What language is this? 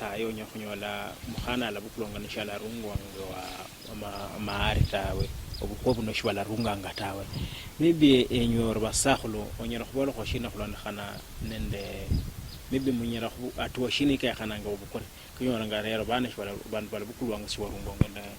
Luyia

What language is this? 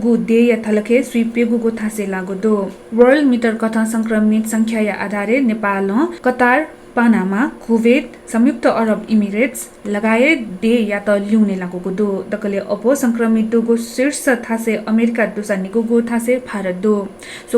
Newari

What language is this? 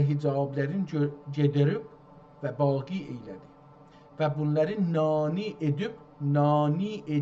South Azerbaijani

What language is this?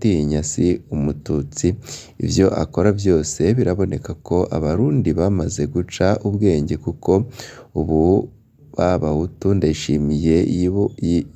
Rundi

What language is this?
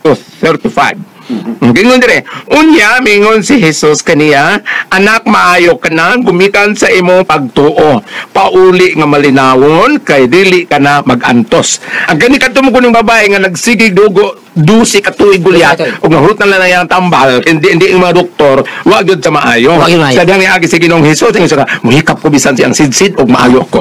Cebuano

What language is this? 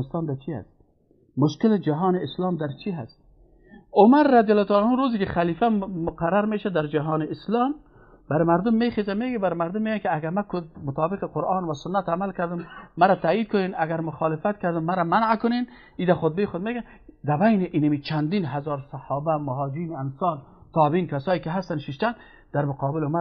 Persian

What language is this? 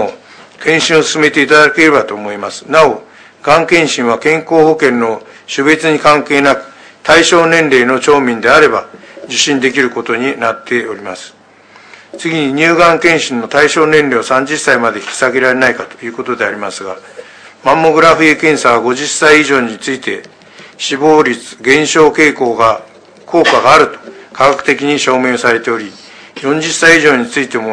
Japanese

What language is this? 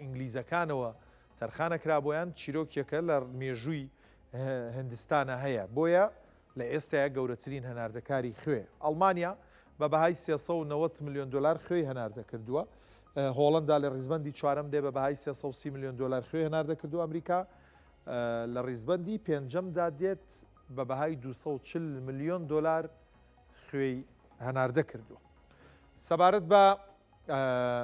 Central Kurdish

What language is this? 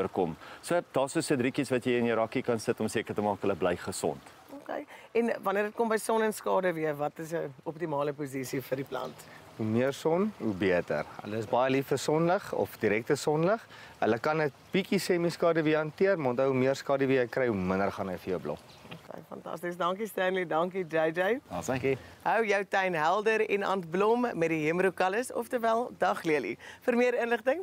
Afrikaans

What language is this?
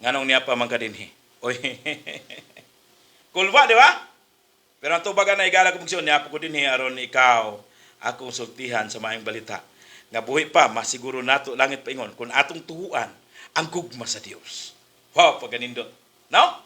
Cebuano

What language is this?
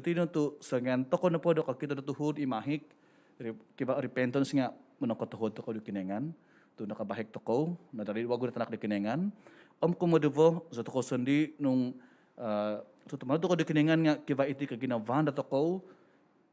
Central Dusun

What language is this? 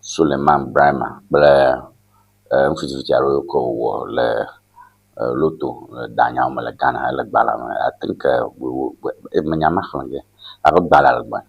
Ewe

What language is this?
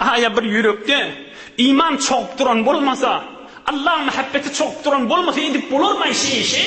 Turkmen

